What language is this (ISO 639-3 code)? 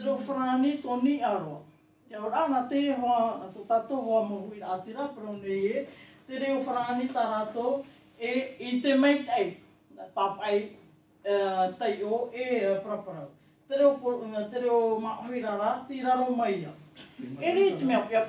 tah